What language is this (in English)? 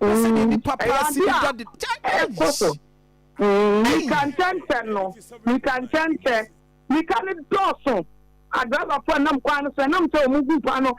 Akan